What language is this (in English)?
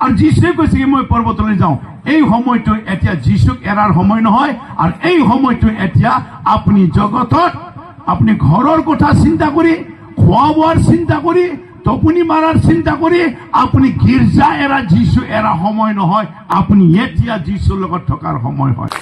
Assamese